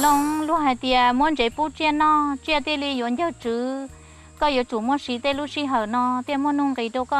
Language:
Hmong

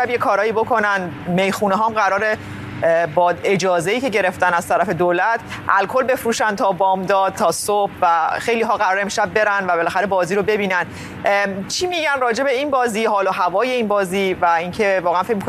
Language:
Persian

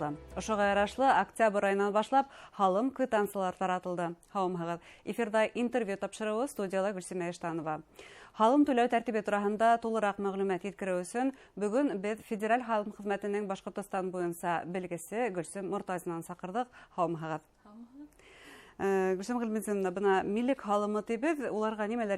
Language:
Bashkir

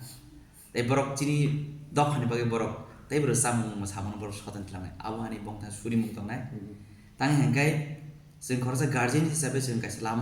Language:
Kok Borok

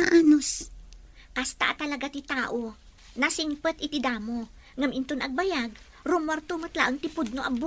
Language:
Iloko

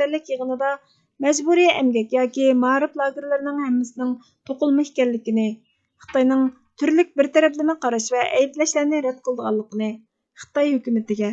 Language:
Uyghur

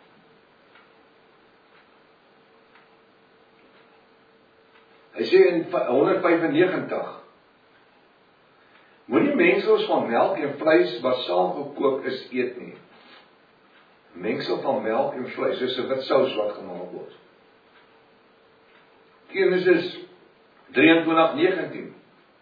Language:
Afrikaans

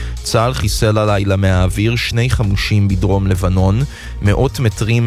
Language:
Hebrew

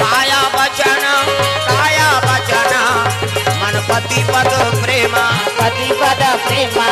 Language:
Chhattisgarhi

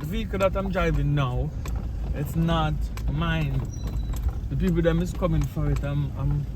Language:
Jamaican Creole English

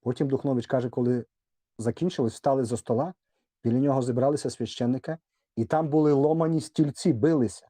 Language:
Rusyn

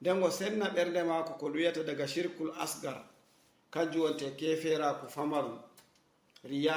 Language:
Fula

